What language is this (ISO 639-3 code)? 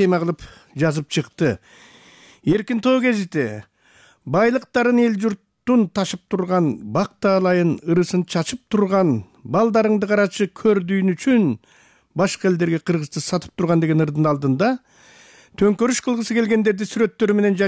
kir